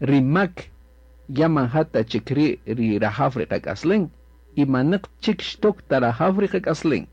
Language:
Kaqchikel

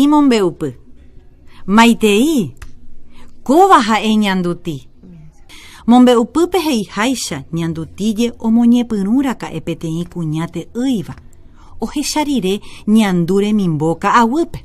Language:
Guarani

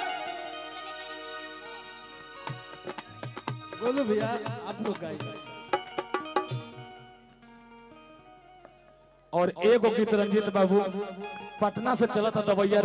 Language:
Bhojpuri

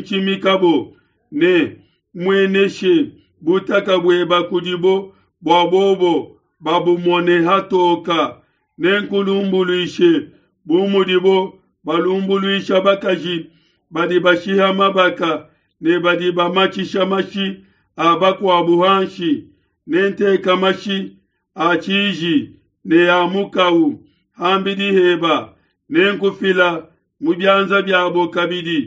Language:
Luba-Lulua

